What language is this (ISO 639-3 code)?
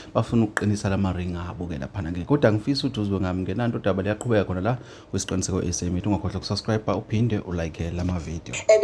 zul